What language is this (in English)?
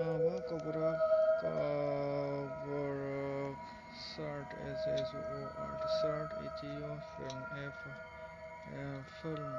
Kok Borok